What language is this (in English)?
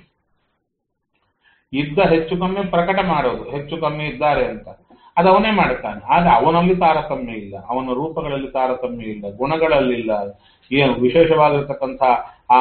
Kannada